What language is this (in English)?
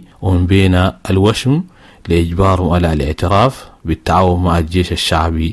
Sudanese Arabic